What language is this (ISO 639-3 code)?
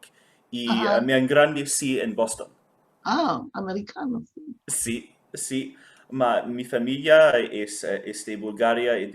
lad